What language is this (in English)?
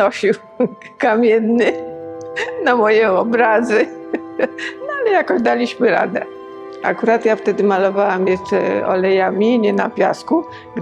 Polish